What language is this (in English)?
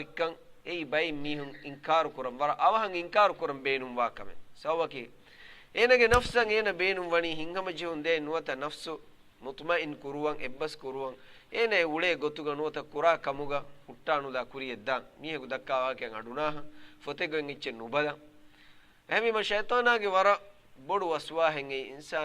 Divehi